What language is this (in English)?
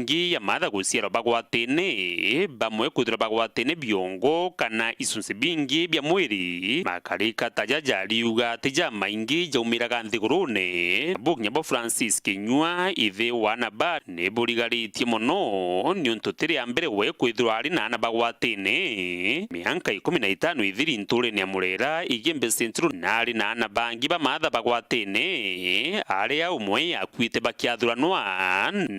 Meru